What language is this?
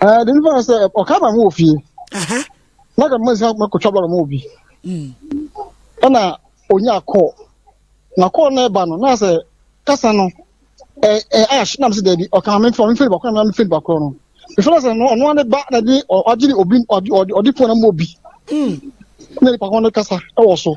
Akan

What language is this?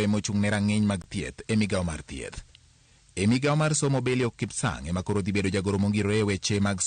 Luo (Kenya and Tanzania)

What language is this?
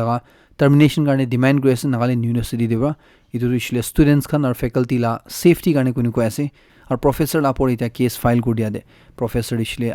Naga Pidgin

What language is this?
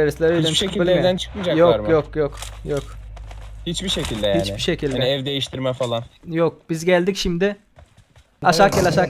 Turkmen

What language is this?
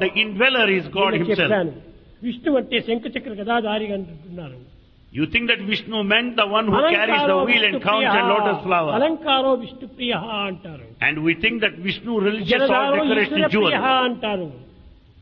Telugu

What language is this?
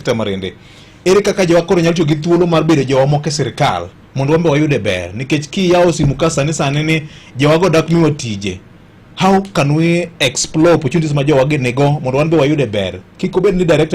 Luo (Kenya and Tanzania)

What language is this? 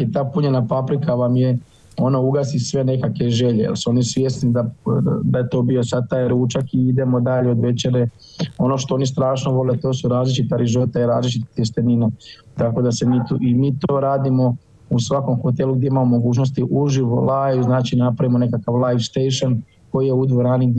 Croatian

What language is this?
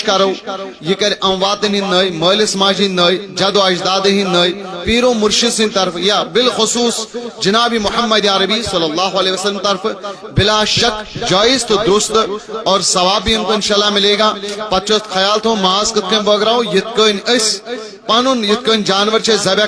Kashmiri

